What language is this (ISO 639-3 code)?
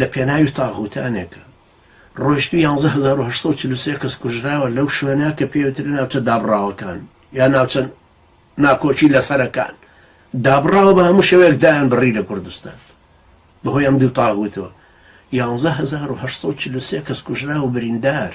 ckb